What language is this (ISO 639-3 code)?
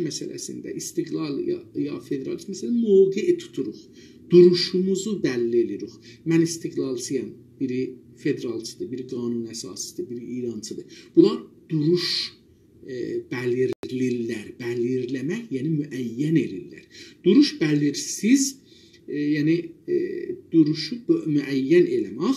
azb